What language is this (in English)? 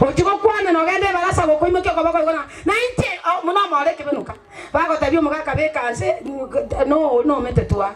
Gusii